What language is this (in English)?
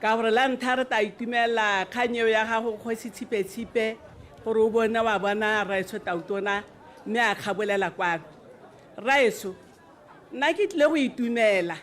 Tswana